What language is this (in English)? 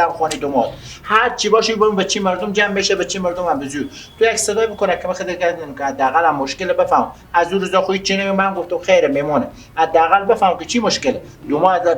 Persian